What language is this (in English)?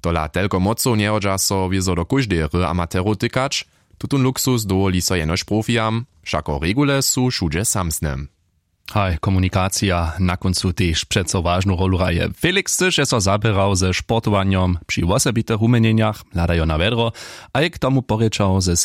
Upper Sorbian